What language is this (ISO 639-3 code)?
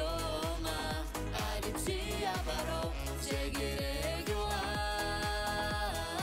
abk